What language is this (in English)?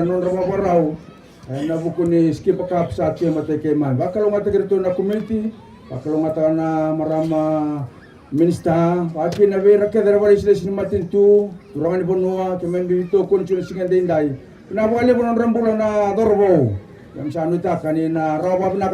Fijian